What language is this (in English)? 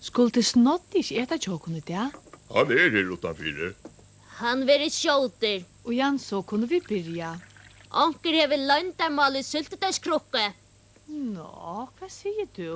Faroese